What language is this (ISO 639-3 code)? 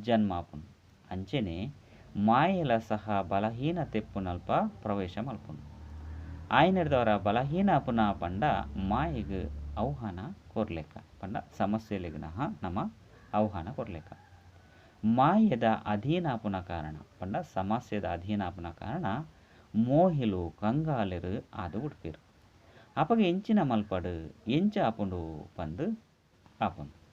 tcy